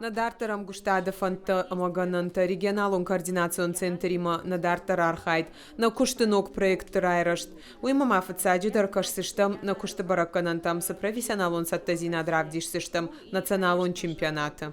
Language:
Ossetic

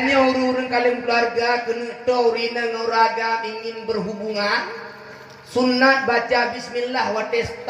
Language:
Achinese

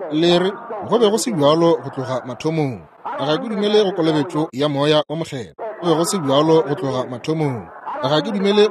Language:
Northern Sotho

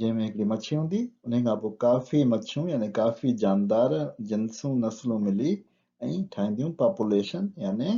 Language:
Sindhi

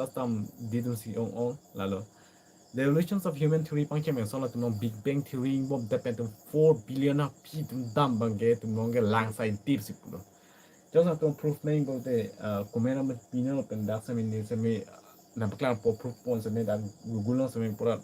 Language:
Karbi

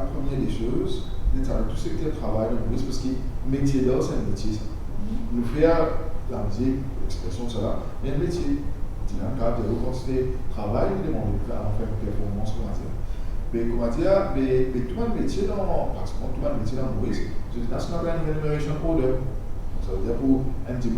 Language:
Morisyen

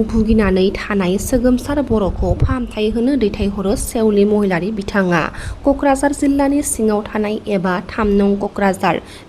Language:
Bodo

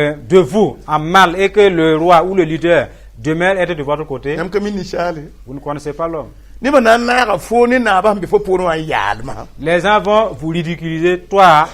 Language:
Mossi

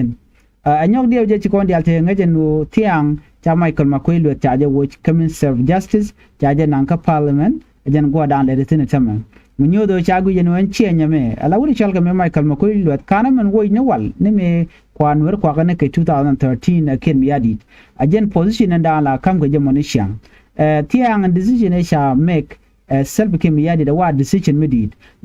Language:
Nuer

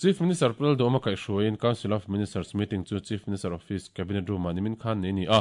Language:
Mizo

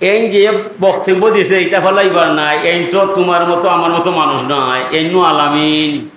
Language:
Sylheti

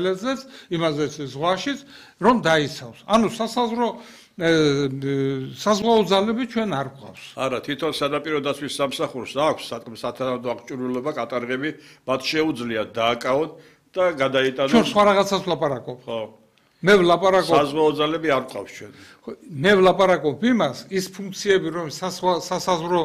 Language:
Georgian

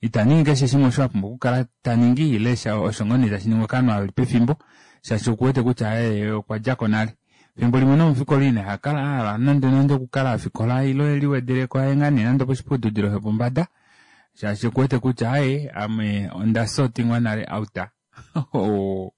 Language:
Kuanyama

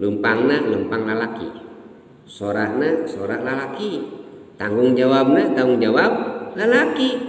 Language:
Sundanese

